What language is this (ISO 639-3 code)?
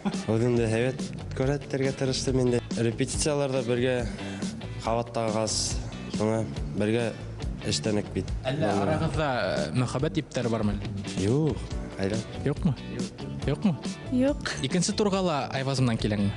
bak